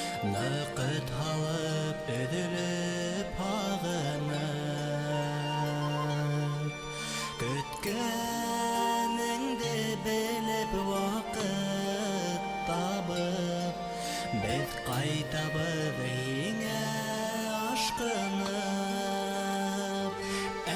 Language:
Bashkir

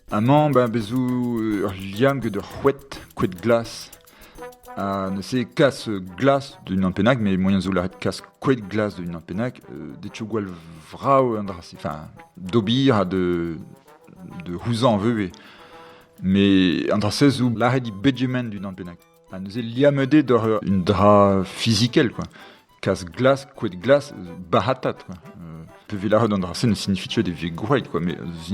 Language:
Breton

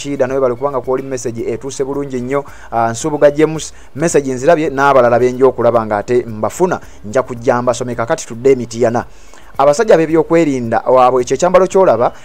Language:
Ganda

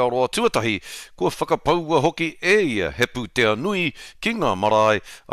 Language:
Māori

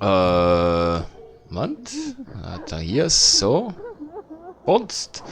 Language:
Swiss German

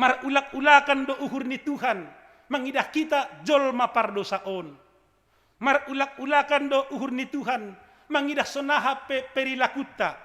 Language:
Batak Simalungun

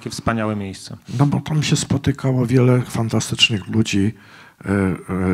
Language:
Polish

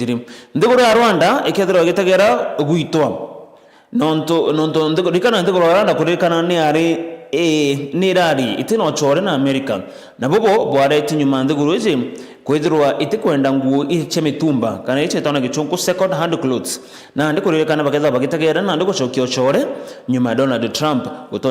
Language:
Meru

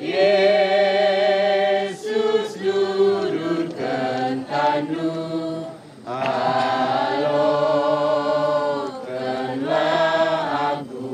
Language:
Batak Karo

